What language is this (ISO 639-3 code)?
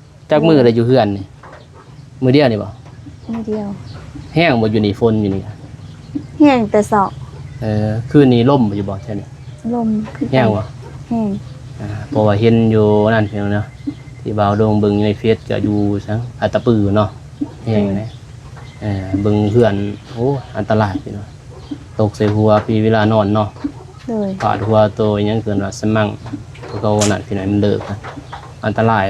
lao